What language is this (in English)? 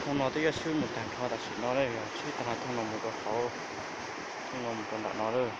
Hmong